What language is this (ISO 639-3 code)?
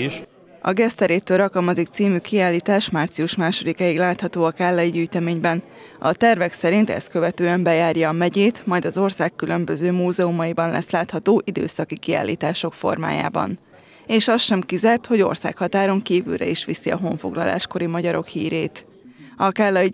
hun